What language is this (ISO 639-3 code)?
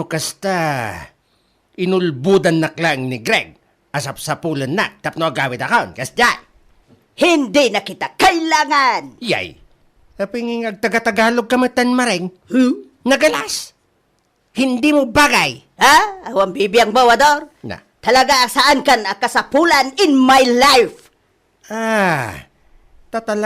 ilo